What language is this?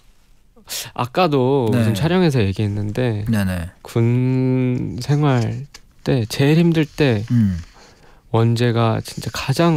Korean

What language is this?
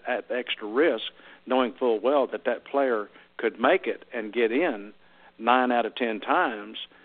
English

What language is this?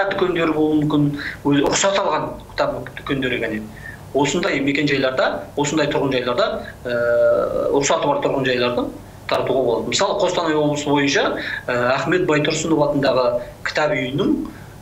Kazakh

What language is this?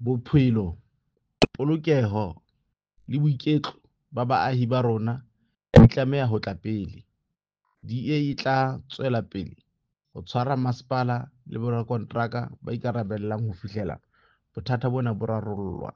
Southern Sotho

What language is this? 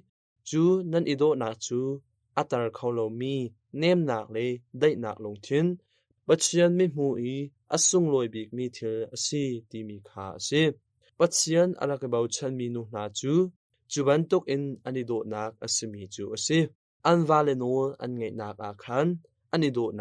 Hakha Chin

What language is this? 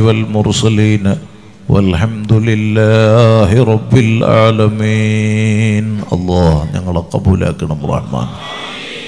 Malayalam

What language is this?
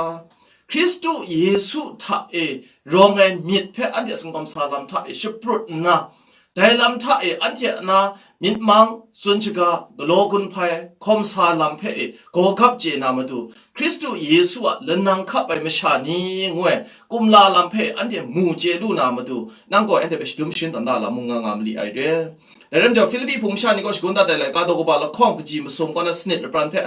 Kachin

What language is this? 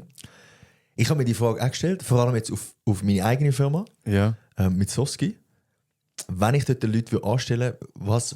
Swiss German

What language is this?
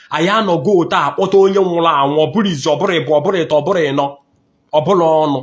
Igbo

